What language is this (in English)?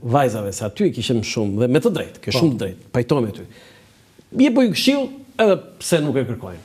Albanian